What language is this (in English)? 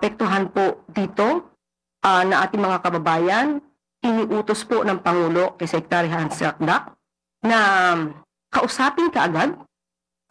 Filipino